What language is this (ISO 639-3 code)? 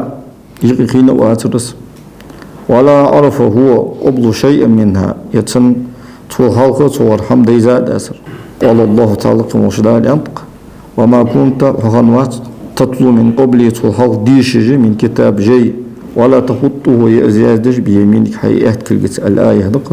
inh